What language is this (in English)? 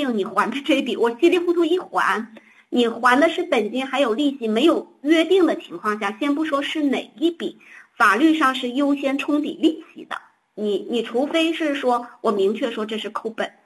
Chinese